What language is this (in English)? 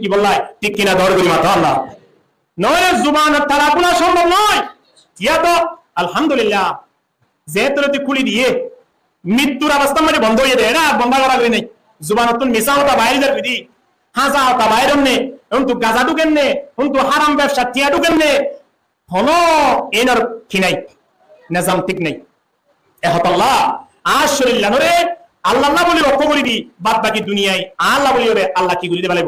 Rohingya